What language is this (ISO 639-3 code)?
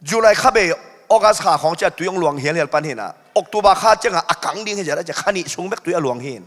ctd